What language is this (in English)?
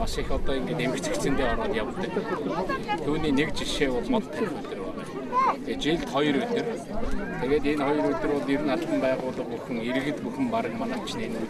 Mongolian